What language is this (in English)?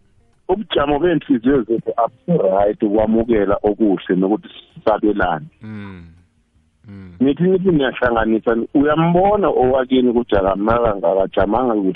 South Ndebele